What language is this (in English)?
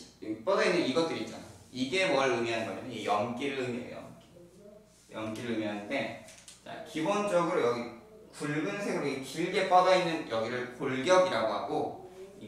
Korean